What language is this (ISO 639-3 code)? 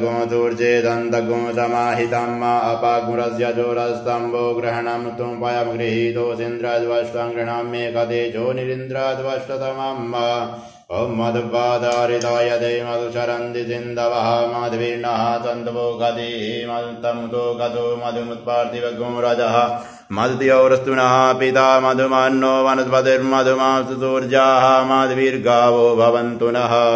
san